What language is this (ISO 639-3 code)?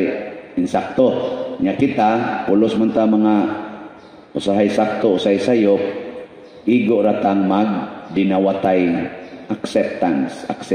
ceb